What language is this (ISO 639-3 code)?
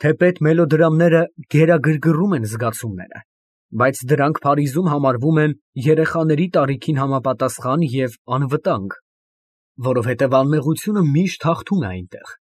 hye